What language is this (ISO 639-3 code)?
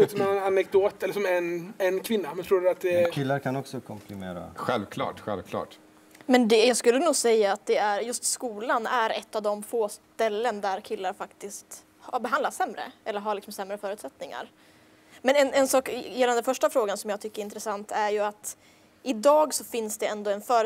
swe